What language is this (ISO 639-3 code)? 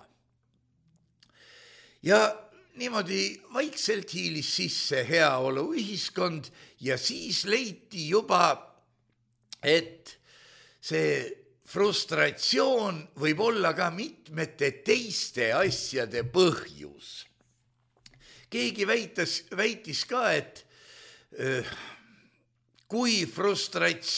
est